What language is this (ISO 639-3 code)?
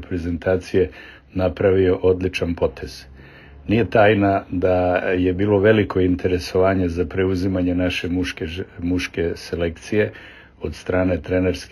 srp